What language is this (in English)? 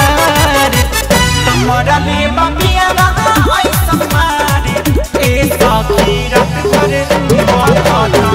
Bhojpuri